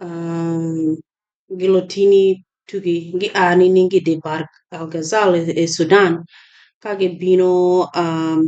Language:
Acoli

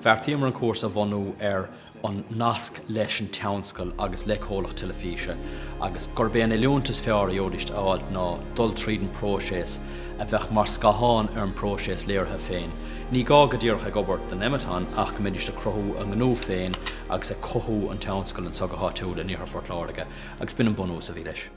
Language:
Irish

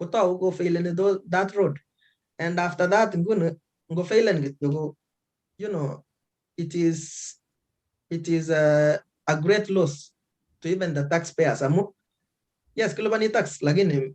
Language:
Kalenjin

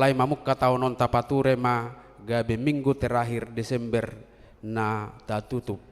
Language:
Batak Toba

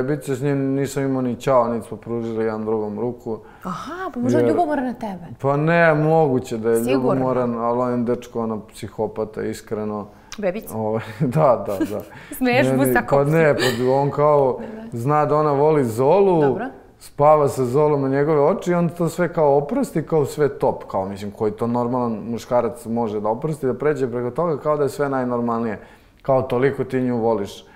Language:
Serbian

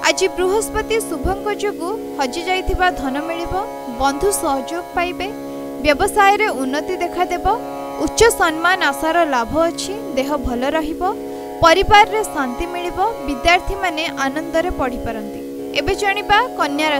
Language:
Odia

